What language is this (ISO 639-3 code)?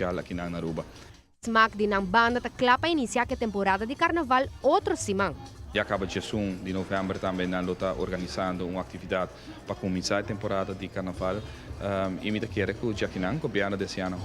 pap